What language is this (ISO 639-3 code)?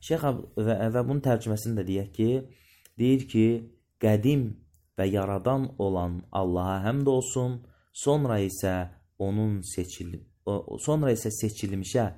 aze